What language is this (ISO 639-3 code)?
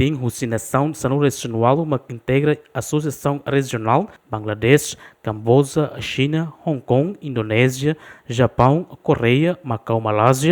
tet